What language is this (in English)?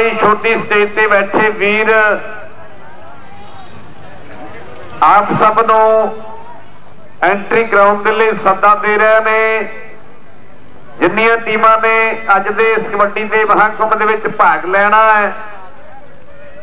Punjabi